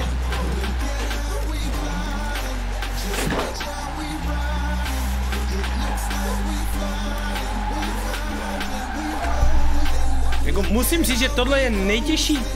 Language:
Czech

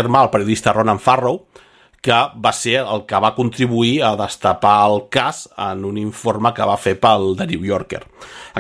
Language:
Catalan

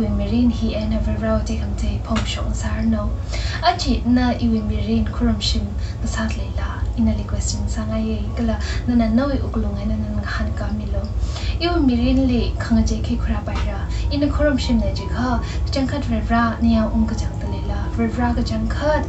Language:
Tangkhul Naga (India)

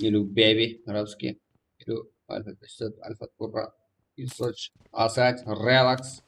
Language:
Kara-Kalpak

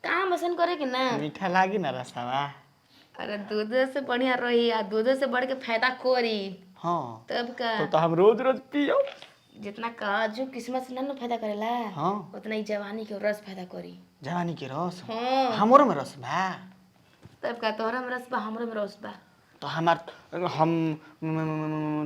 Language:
Bhojpuri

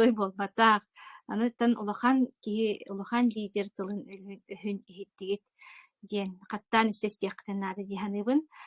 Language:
Yakut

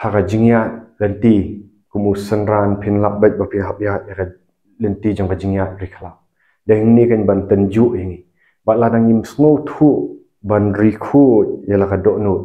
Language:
Khasi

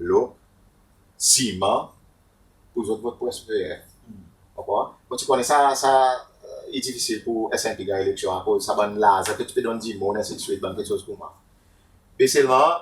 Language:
Seselwa Creole French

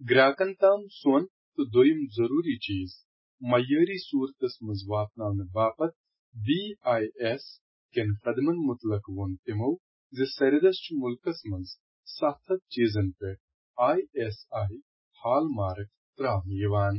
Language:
Kashmiri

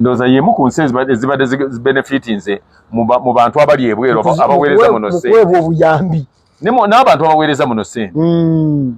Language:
Ganda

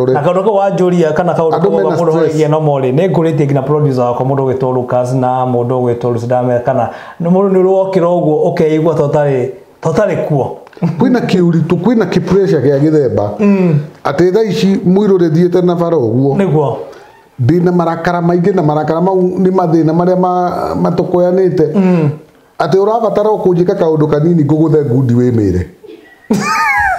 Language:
Kikuyu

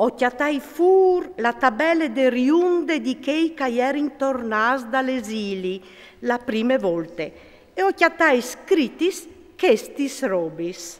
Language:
Friulian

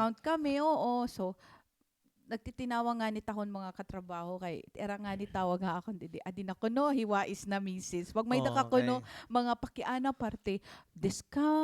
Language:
Waray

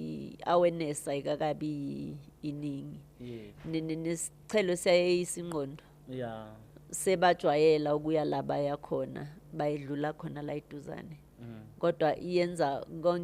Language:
Zulu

